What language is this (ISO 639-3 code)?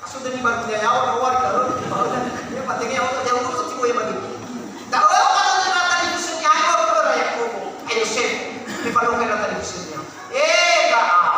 nia